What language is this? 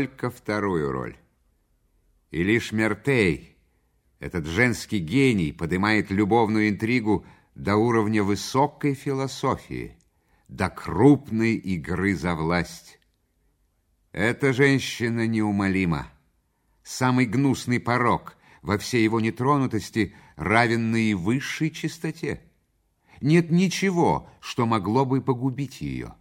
Russian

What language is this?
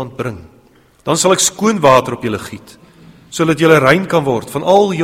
Afrikaans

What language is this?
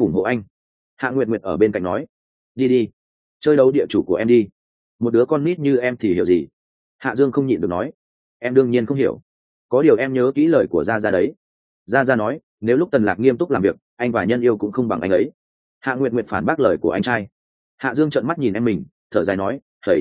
Vietnamese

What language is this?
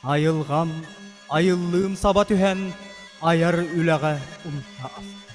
Yakut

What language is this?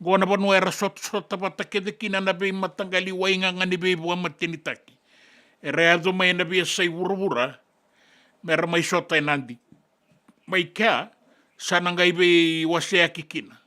Fijian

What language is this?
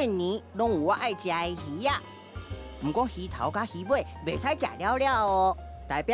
Min Nan Chinese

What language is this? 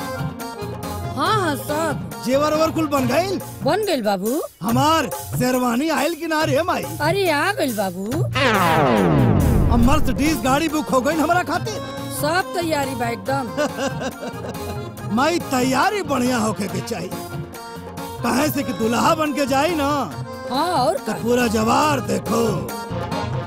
Bhojpuri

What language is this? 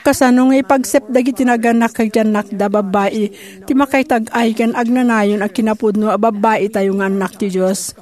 Iloko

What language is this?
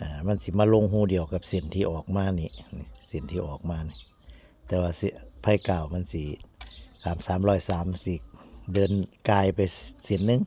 Northeastern Thai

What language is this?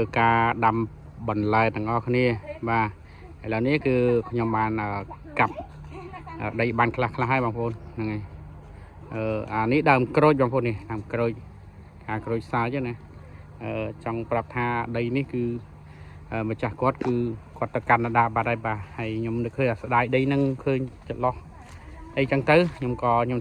Khmer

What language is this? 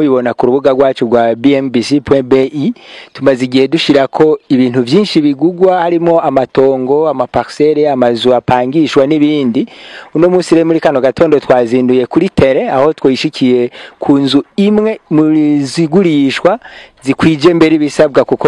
Rundi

